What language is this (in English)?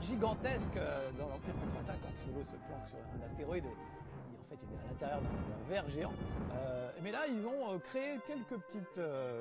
French